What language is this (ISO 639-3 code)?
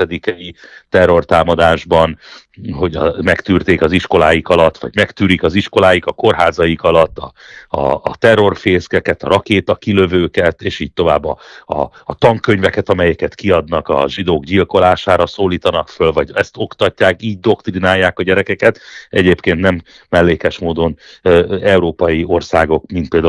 hun